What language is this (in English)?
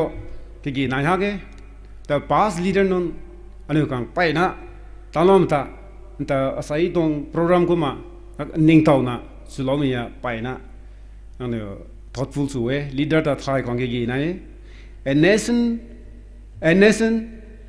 Rongmei Naga